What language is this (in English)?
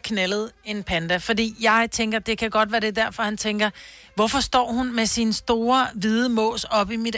Danish